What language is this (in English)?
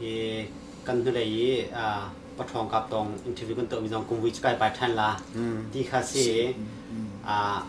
Hakha Chin